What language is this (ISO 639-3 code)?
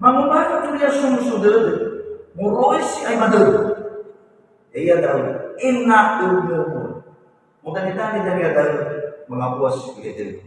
nia